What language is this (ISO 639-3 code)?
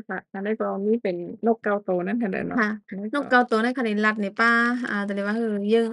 shn